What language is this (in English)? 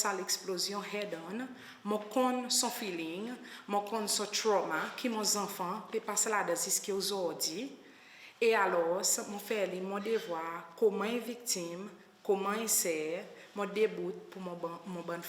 Seselwa Creole French